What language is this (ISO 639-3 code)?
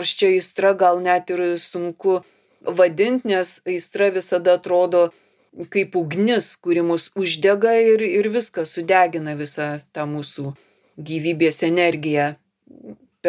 lit